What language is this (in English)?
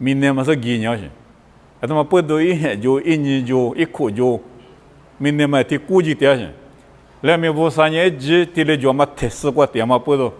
Lisu